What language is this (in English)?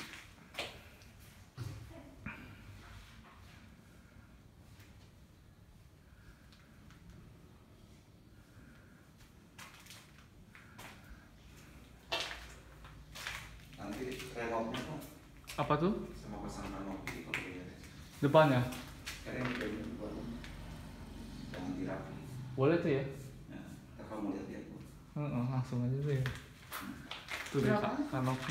Indonesian